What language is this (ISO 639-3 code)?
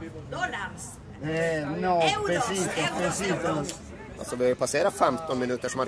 swe